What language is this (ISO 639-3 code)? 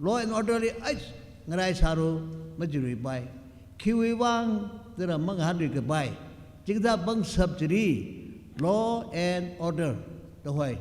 nmf